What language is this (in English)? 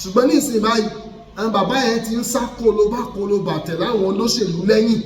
Yoruba